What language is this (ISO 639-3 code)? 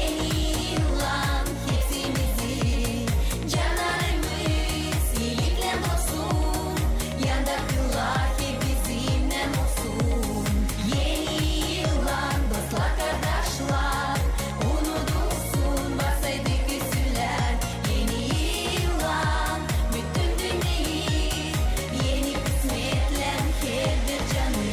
gag